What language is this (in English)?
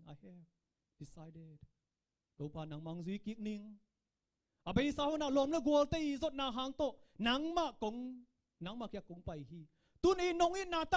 Tedim Chin